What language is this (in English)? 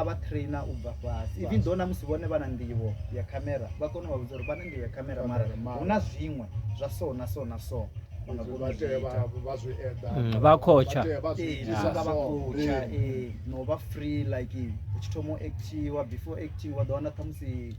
Venda